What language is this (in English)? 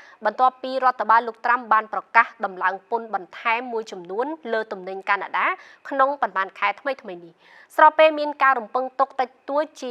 Khmer